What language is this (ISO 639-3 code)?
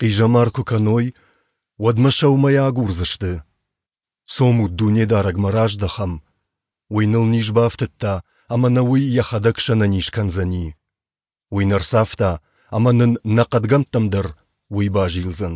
oss